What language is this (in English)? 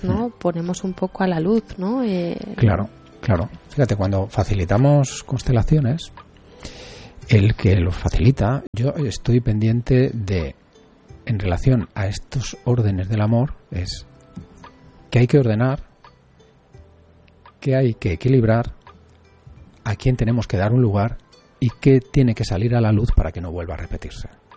Spanish